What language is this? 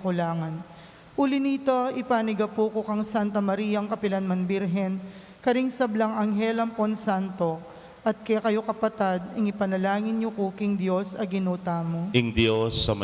Pampanga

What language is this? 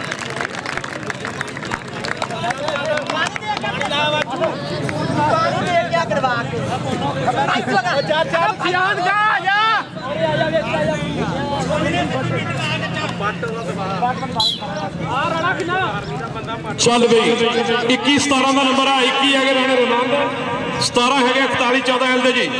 Punjabi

